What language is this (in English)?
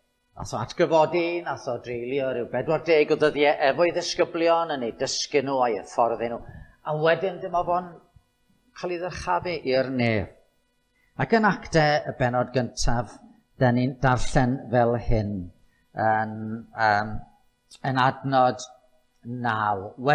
Welsh